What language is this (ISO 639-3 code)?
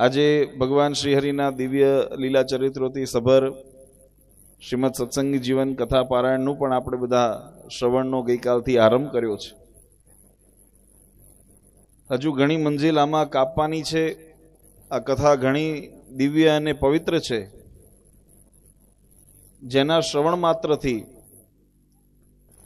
guj